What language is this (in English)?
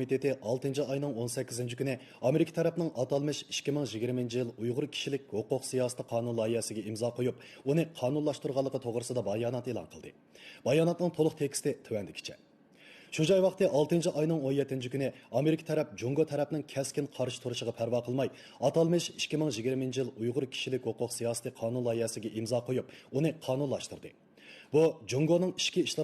Uyghur